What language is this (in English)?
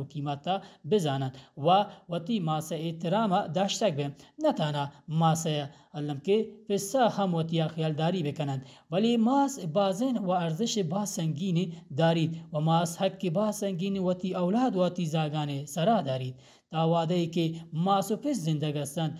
Baluchi